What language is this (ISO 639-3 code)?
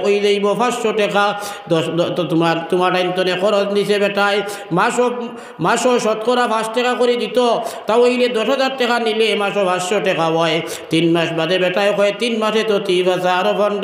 syl